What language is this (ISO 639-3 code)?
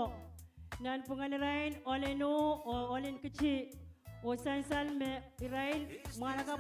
pon